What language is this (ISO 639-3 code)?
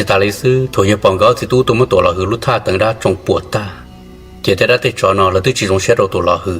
hmn